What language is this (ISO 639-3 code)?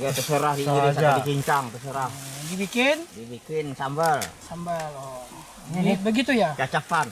bjn